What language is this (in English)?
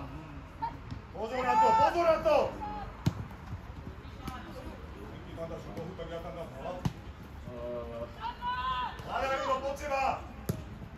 Slovak